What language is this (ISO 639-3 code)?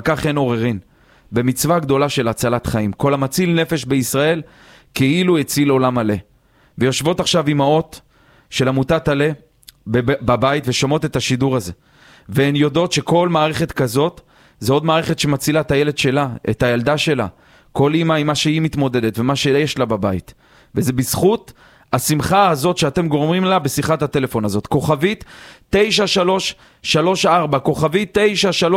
heb